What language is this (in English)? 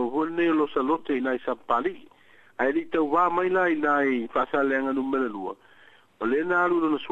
Samoan